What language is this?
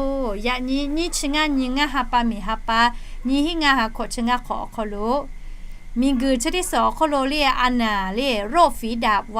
Lahu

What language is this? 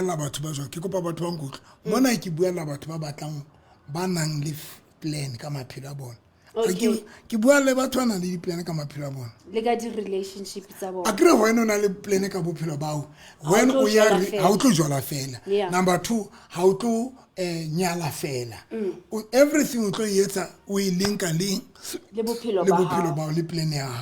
Southern Sotho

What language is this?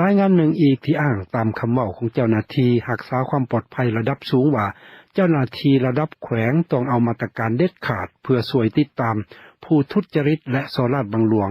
Lao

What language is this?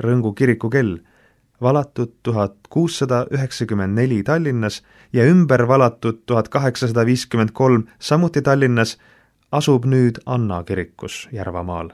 Estonian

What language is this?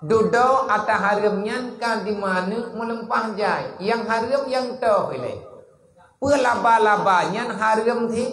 Achinese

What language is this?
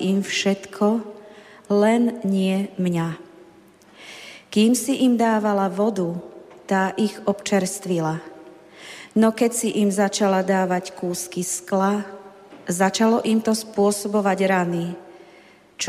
Slovak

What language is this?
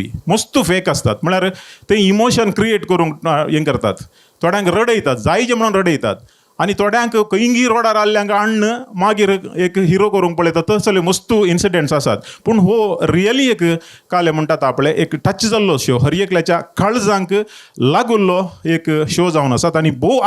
Konkani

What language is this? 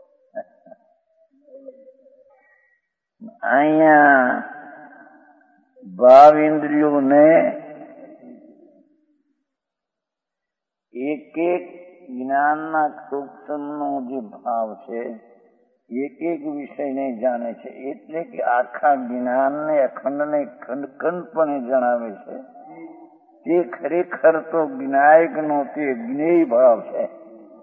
Gujarati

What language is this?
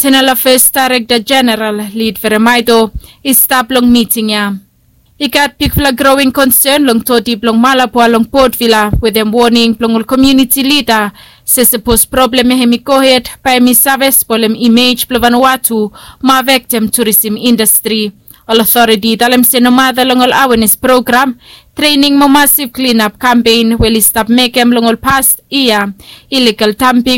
Bislama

